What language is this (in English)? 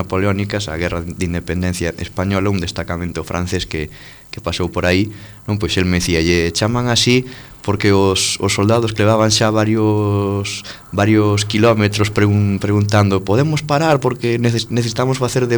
Galician